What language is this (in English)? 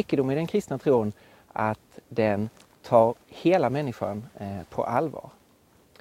Swedish